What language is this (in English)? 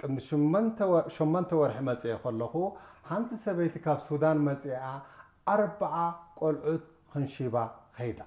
Tigrinya